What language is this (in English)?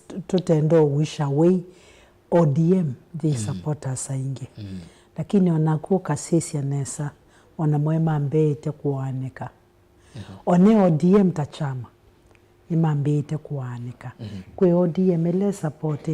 Kamba